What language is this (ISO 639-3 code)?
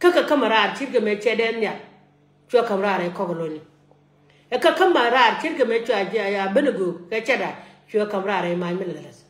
nus